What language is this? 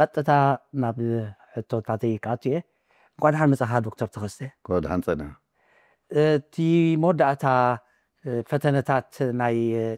Tigrinya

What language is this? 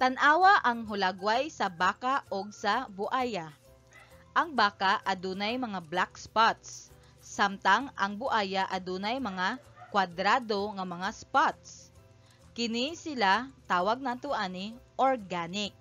Cebuano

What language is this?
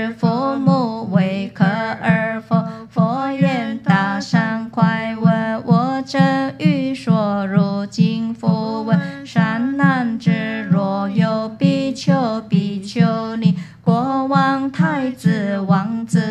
Chinese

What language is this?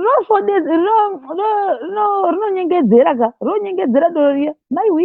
Shona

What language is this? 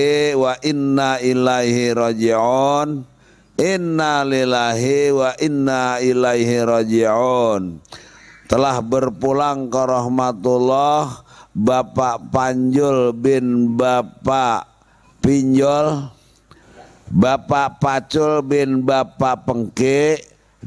Betawi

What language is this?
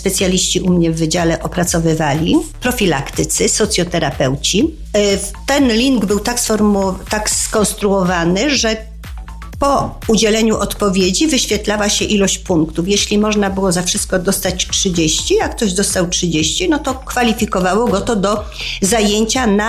Polish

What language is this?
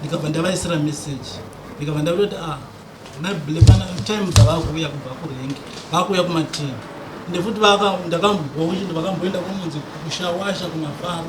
Shona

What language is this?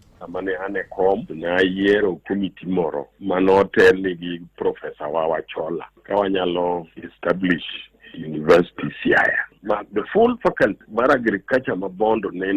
Luo (Kenya and Tanzania)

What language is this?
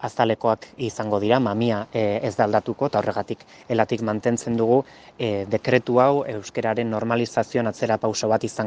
Basque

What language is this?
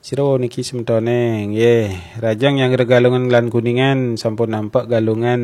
Balinese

